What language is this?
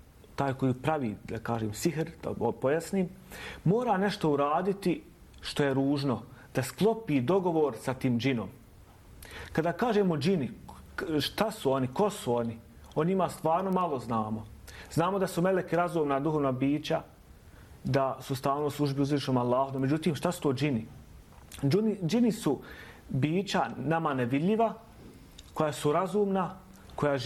Bosnian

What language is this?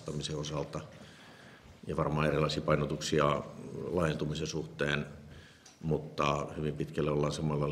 Finnish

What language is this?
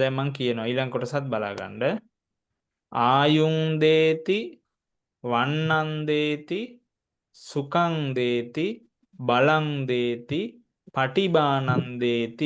Sinhala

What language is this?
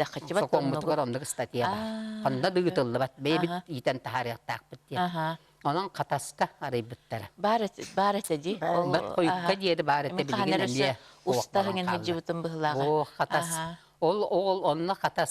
Yakut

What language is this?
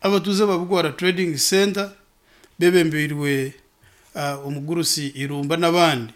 Nyankole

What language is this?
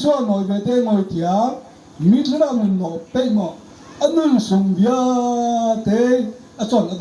Hakha Chin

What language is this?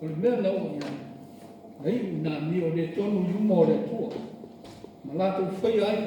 Samoan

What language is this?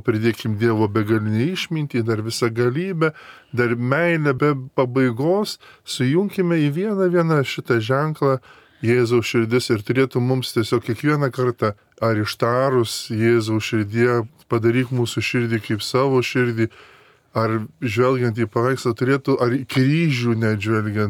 Lithuanian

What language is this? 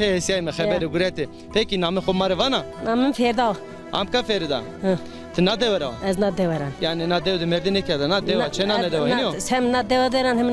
Zaza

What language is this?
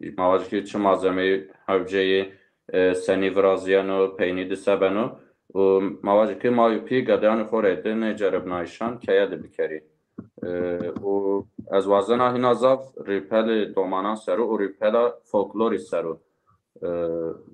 Zaza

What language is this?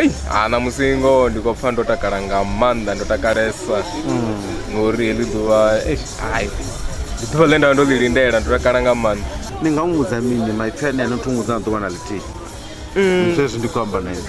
Venda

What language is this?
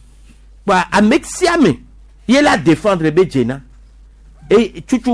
Gen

